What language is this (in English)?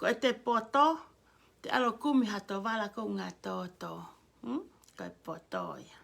Tongan